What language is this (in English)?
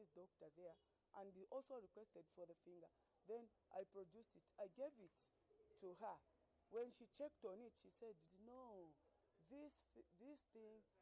Ewe